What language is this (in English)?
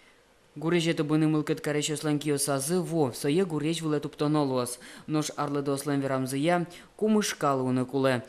Udmurt